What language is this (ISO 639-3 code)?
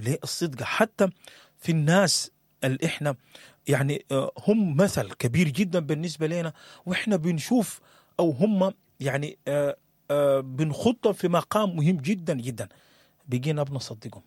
apd